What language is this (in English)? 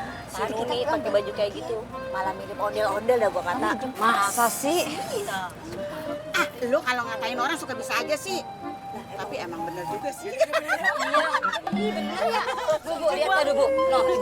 Betawi